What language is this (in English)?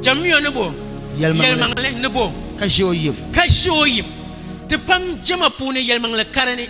Dagbani